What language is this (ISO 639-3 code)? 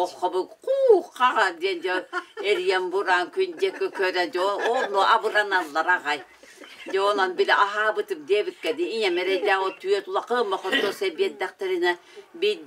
sah